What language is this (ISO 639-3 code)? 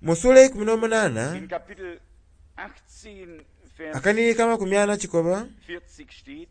xog